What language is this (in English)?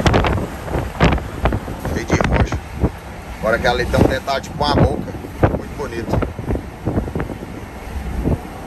Portuguese